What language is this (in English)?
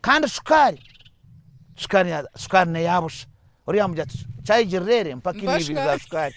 Nyankole